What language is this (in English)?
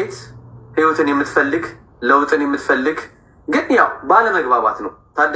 Amharic